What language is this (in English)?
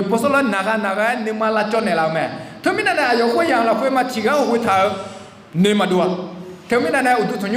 Akha